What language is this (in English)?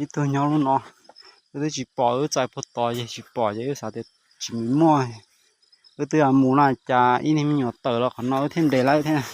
Hmong